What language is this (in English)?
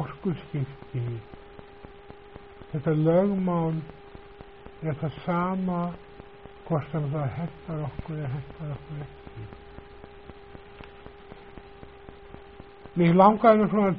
Icelandic